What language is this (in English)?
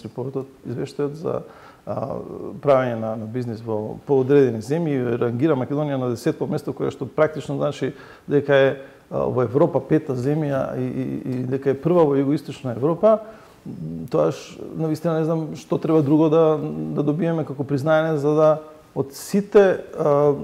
Macedonian